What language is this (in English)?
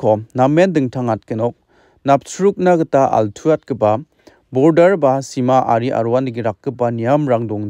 Garo